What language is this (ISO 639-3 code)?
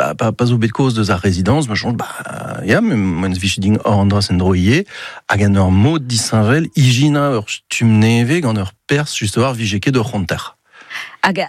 bre